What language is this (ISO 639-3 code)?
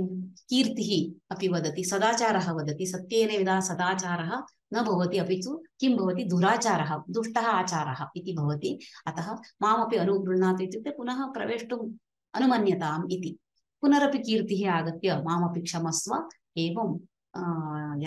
san